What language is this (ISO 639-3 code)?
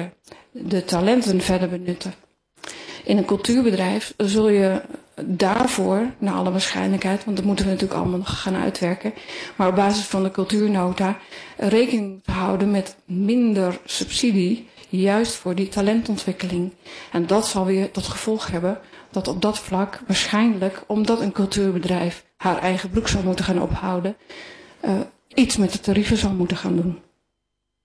nld